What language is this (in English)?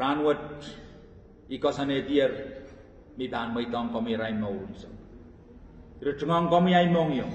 Pohnpeian